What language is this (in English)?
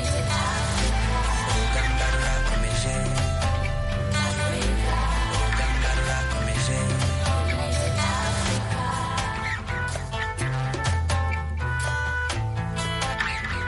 Kinyarwanda